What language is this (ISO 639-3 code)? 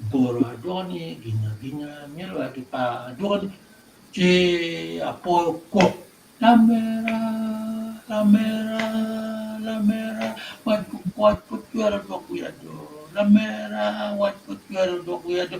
ach